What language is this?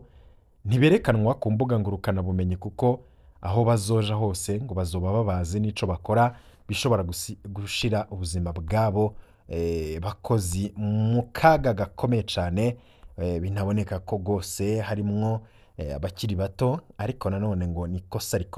Rundi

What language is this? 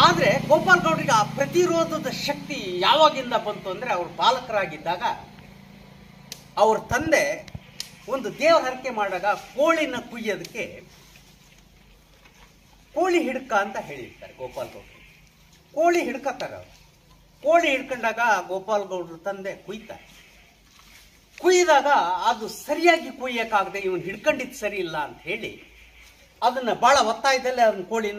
Kannada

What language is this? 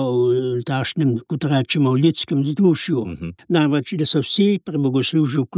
Slovenian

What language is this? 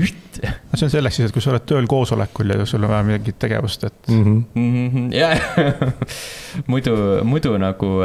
Estonian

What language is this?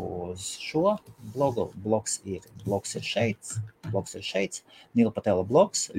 Latvian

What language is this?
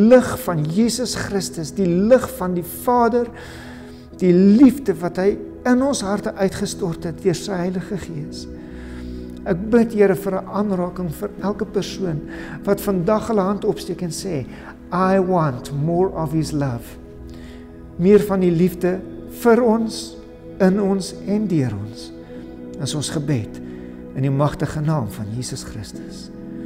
Afrikaans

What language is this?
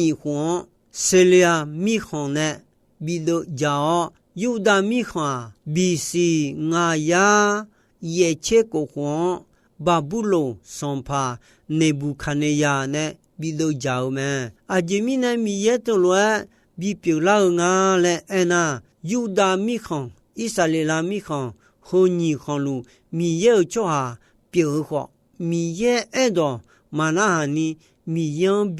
Akha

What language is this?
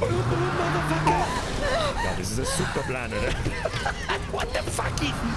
Bavarian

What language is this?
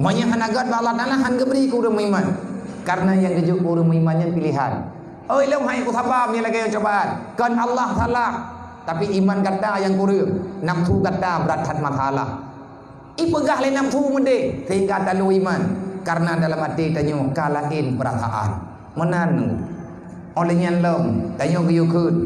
Achinese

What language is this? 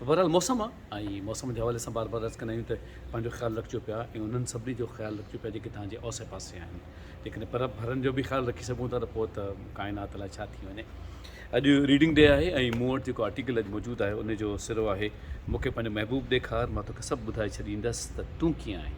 Sindhi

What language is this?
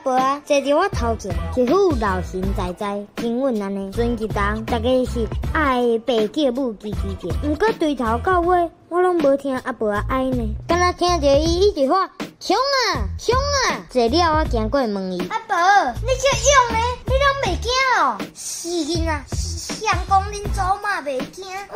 Min Nan Chinese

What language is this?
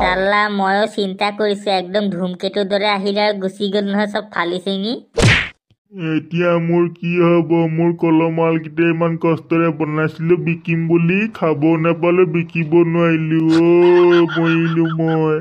Assamese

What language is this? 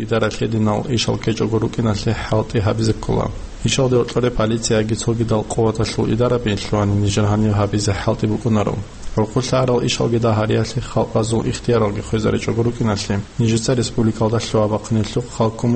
Avaric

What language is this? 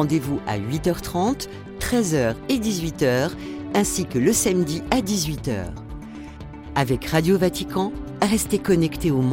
French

